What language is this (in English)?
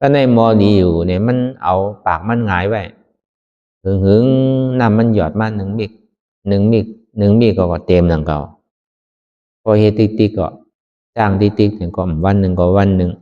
Shan